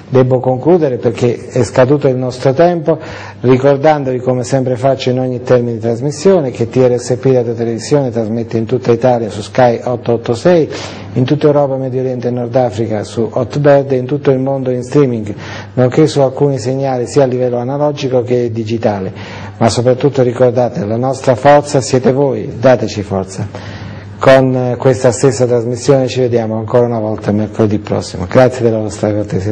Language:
Italian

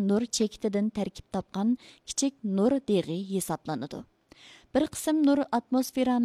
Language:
Uyghur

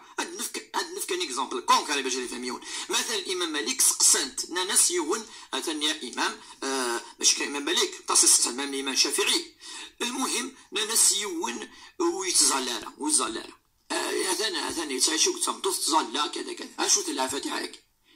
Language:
Moroccan Arabic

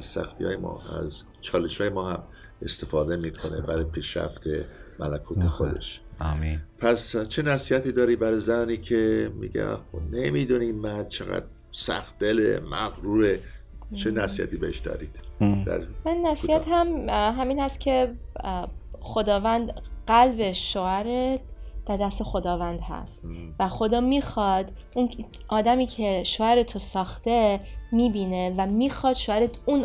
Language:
Persian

